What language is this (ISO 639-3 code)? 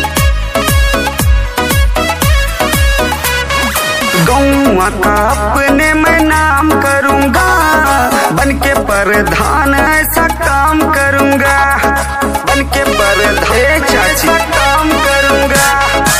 bho